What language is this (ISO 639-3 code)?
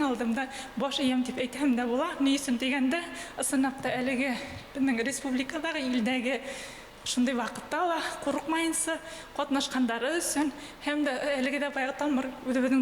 bak